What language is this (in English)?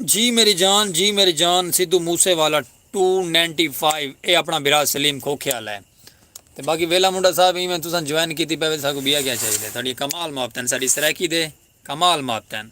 Saraiki